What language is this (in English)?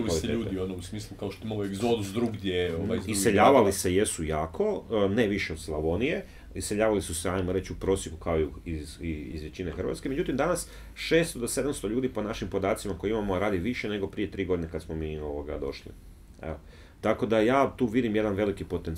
Croatian